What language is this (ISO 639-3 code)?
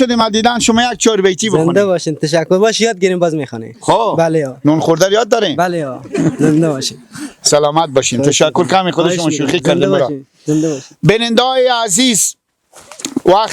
fas